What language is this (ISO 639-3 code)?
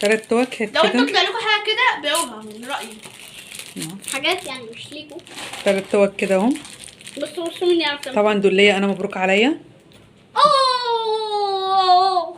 arz